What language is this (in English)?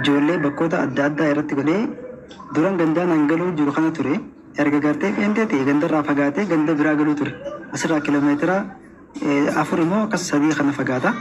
Oromo